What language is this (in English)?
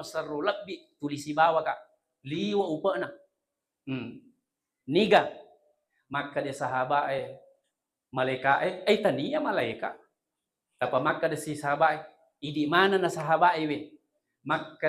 Buginese